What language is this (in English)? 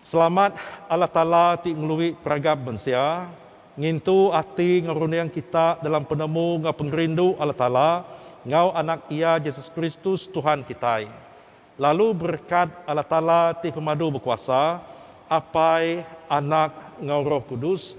Iban